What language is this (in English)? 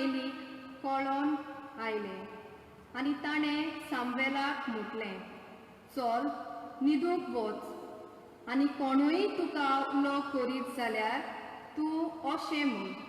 Konkani